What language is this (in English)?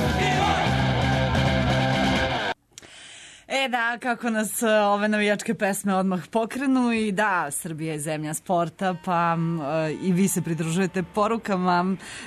Serbian